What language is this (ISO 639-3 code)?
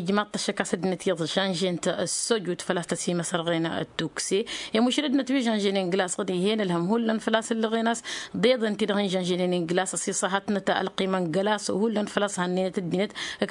taq